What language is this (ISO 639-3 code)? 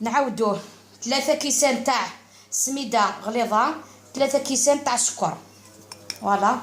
arq